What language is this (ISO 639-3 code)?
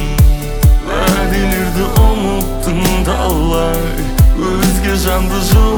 kaz